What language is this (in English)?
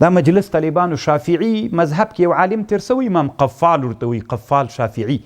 Pashto